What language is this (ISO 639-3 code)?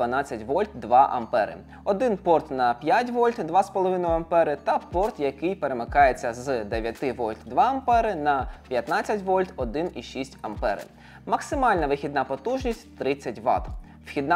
ukr